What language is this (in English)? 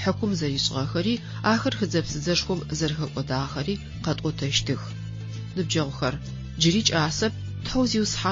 Adyghe